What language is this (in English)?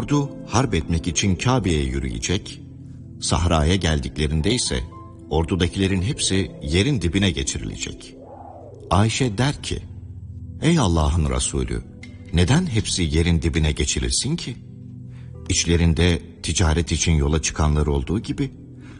Turkish